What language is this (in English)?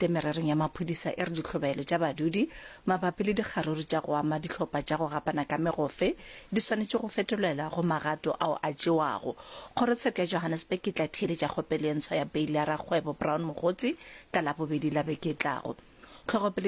Northern Sotho